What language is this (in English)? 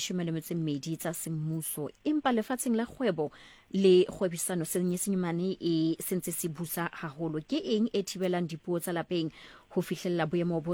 Southern Sotho